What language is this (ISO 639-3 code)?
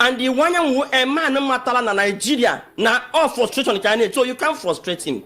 ibo